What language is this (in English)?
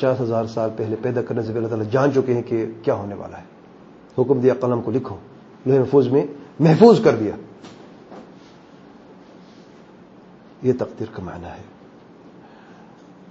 Urdu